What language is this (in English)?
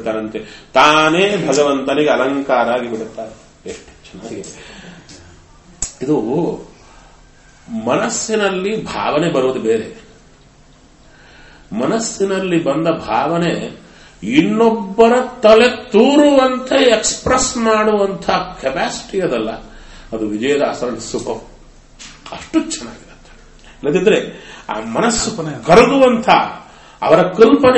Kannada